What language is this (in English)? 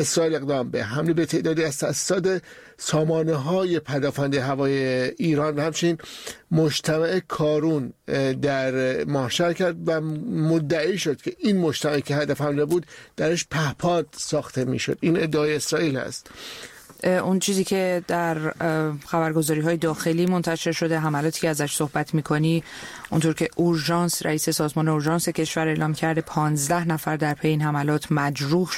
Persian